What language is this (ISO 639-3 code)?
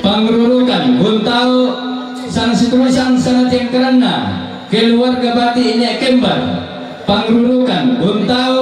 sda